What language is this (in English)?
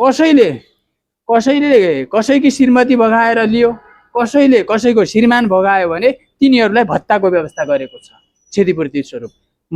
Nepali